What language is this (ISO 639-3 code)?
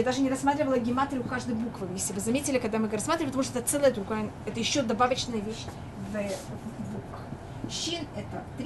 rus